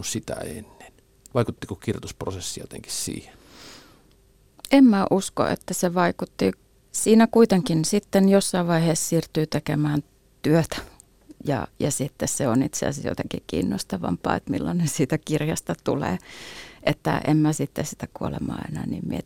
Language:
Finnish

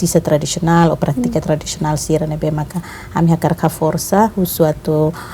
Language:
Tetum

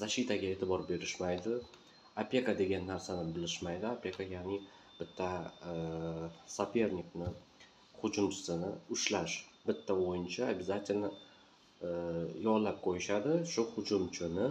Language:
Uzbek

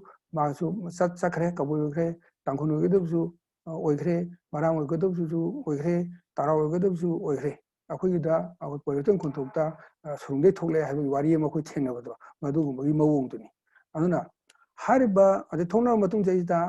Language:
Manipuri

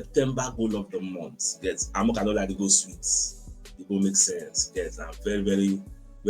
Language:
Nigerian Pidgin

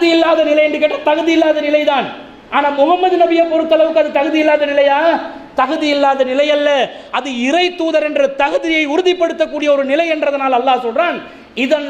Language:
Tamil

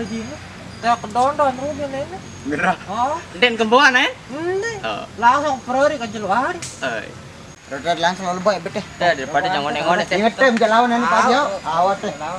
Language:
Sasak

